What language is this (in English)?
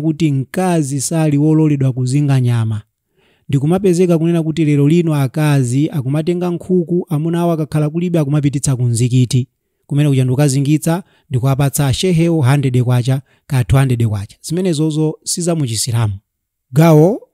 Nyanja